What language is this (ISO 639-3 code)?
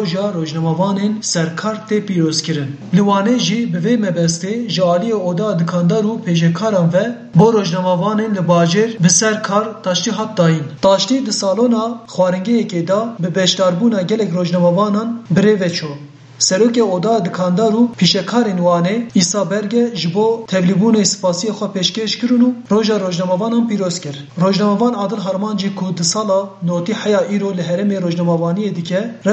kur